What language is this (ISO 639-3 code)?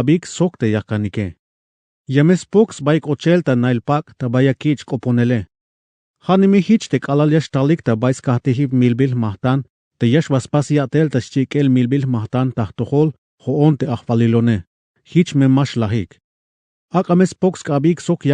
tzh